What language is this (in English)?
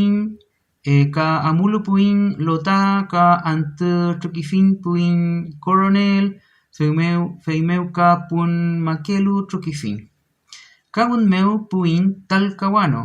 Mapuche